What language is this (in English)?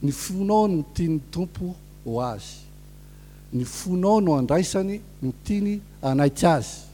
Malagasy